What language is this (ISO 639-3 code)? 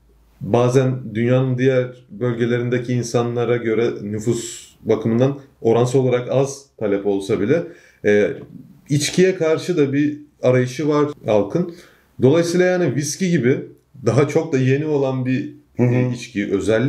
tur